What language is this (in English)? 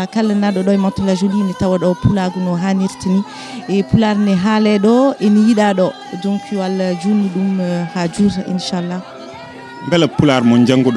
Fula